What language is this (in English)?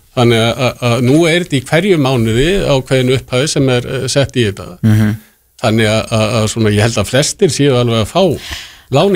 Icelandic